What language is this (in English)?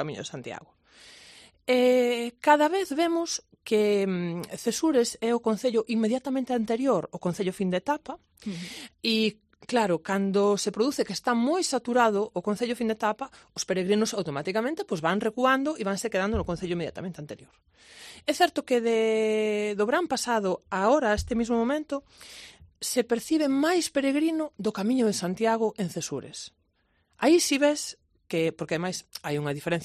Galician